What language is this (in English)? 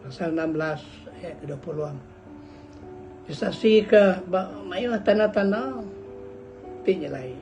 Iban